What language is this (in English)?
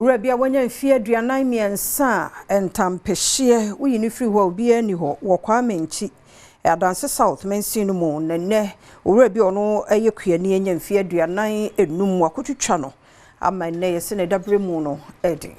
Akan